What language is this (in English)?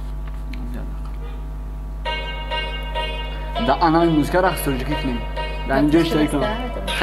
Tajik